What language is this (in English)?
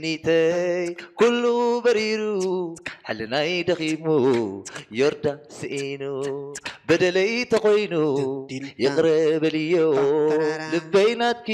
Tigrinya